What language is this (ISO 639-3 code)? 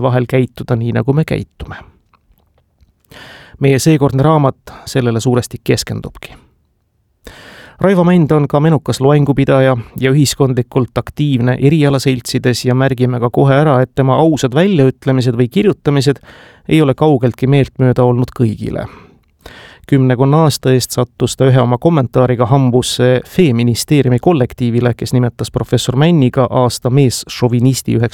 est